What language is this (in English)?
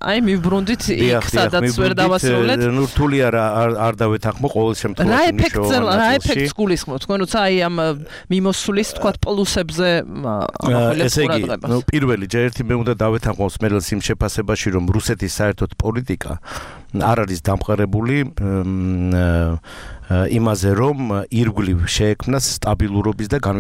Georgian